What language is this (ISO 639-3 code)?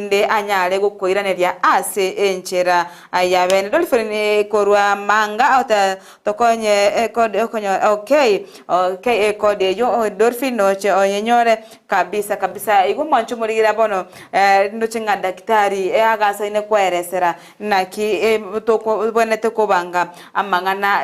guz